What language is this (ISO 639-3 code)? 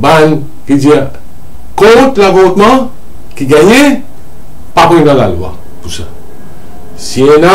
mfe